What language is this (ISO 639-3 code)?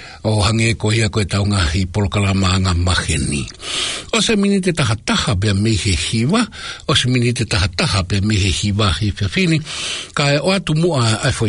ton